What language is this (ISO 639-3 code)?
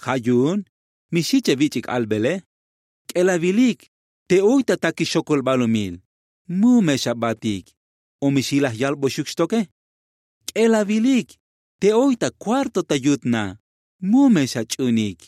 tzo